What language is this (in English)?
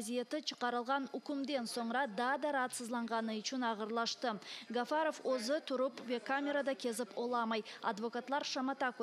Crimean Tatar